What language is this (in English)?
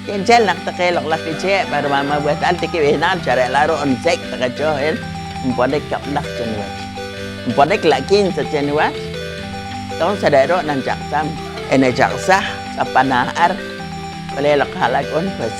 Poqomchi'